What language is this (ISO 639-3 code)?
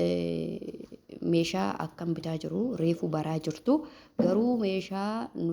orm